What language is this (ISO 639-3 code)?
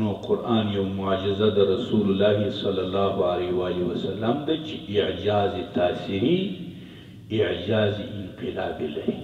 pus